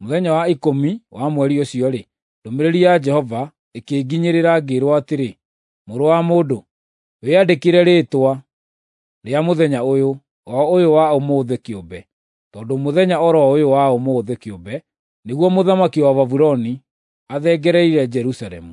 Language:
Kikuyu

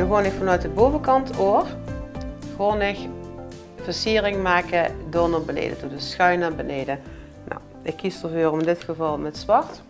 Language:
Limburgish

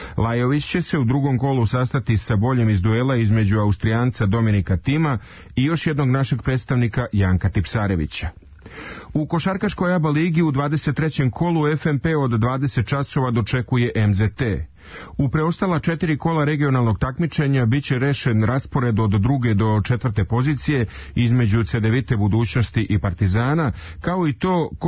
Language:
Serbian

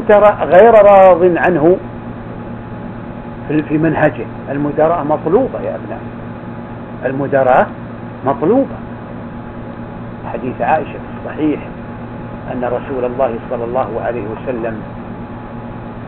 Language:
Arabic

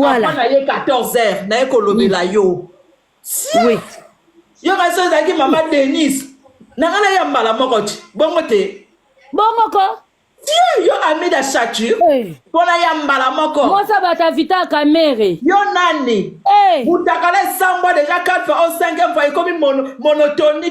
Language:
Lingala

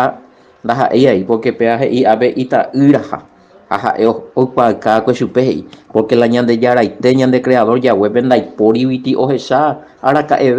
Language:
Guarani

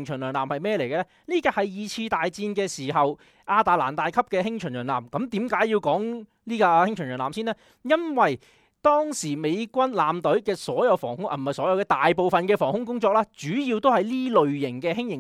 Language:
Cantonese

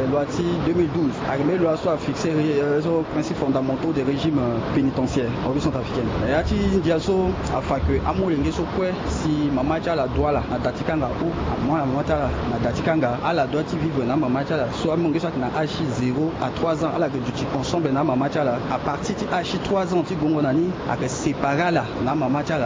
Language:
Sango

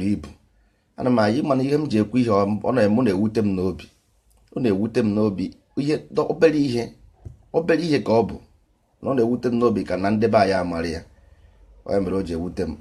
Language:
Igbo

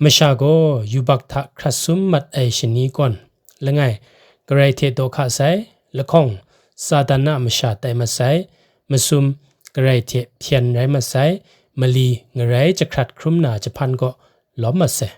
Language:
Kachin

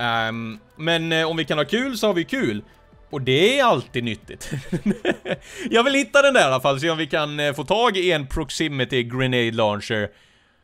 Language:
Swedish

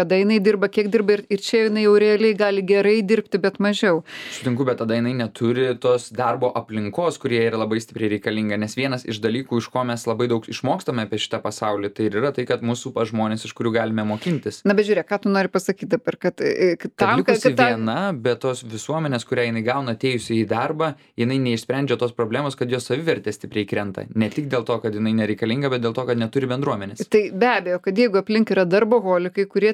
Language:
Lithuanian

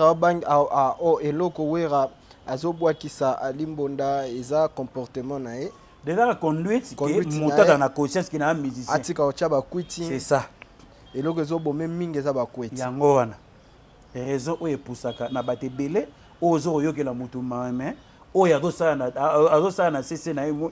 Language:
Lingala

